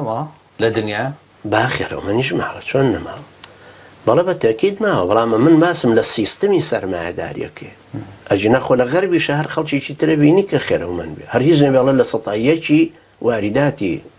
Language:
Central Kurdish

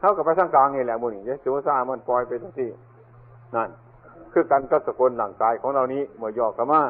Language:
Northeastern Thai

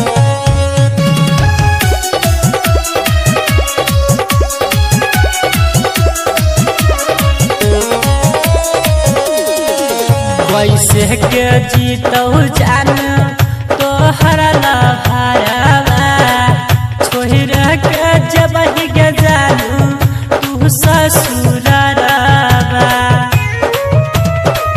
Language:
Bhojpuri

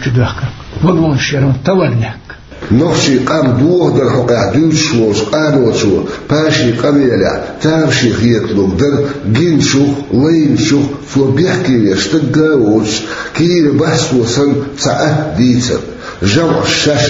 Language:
Chechen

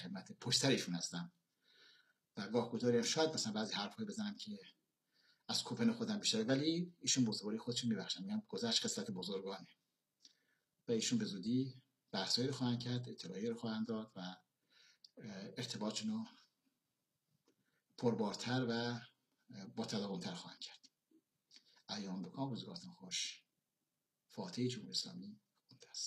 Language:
Persian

